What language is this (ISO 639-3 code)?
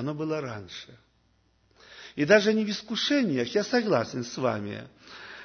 rus